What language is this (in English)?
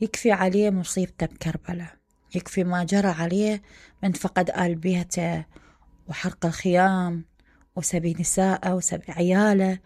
Mesopotamian Arabic